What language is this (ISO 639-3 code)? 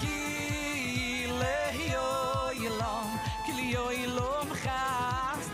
yid